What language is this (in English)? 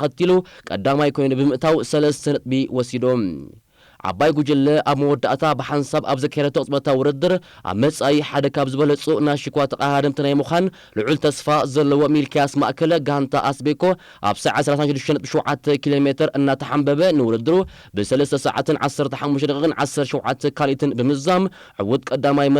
Tigrinya